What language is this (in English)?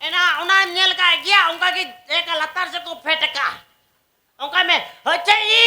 Santali